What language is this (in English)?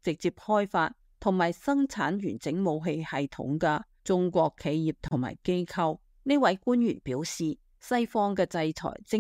Cantonese